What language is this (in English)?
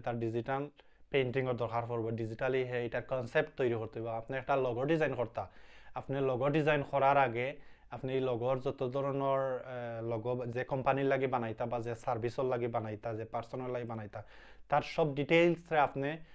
Sylheti